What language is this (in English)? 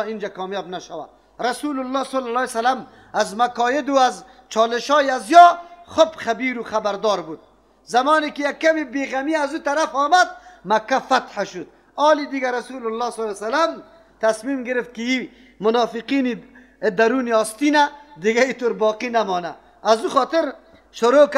Persian